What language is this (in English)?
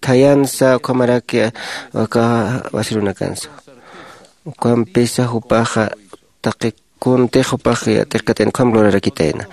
Aymara